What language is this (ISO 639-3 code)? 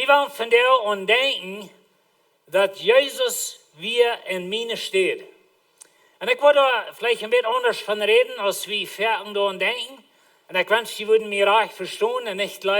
pdt